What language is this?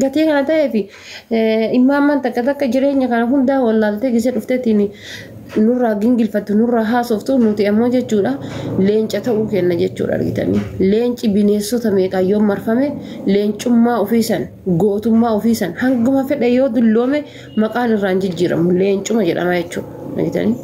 Oromo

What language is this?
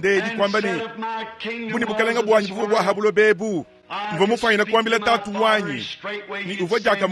Luba-Lulua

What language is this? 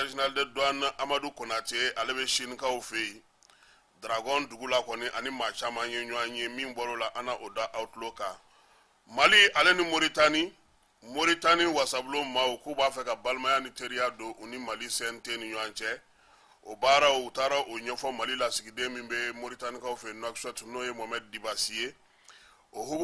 Bambara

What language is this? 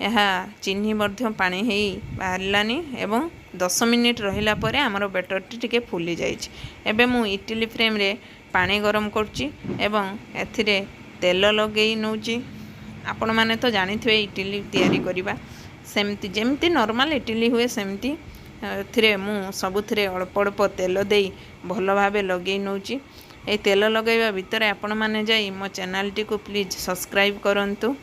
Odia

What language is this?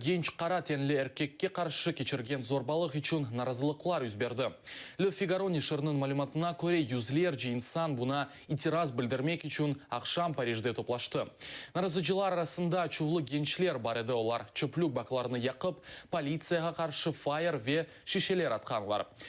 Crimean Tatar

